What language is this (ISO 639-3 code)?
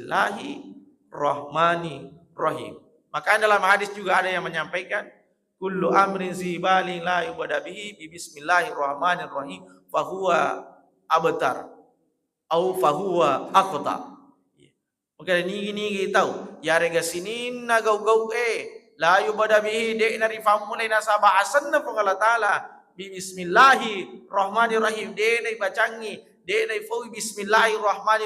bug